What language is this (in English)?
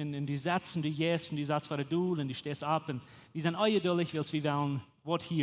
Plautdietsch